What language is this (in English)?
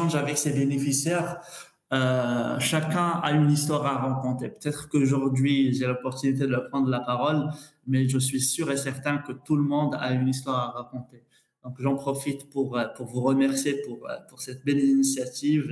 French